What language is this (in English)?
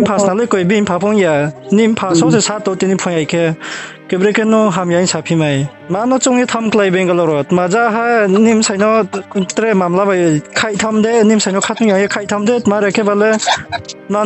Riang (India)